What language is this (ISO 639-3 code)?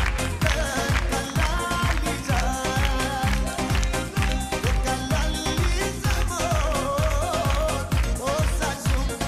tur